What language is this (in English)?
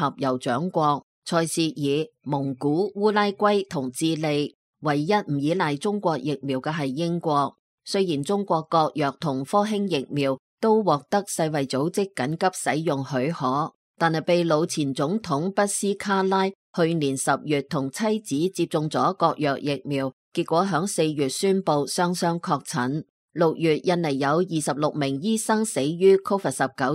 Cantonese